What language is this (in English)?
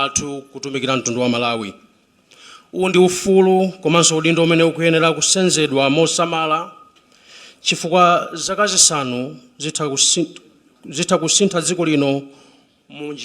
Nyanja